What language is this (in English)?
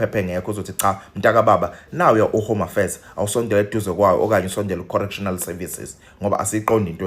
Zulu